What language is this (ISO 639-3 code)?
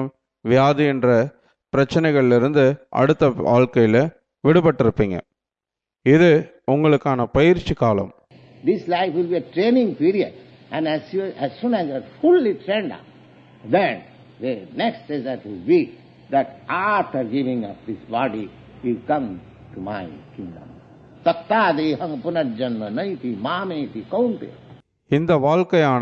tam